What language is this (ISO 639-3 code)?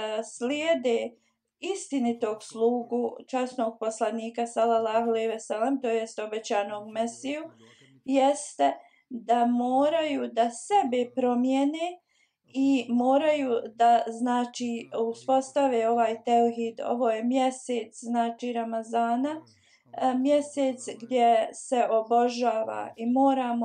bos